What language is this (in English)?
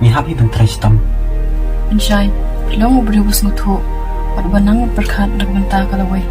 Khasi